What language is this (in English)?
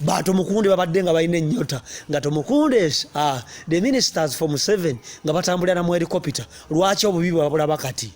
Ganda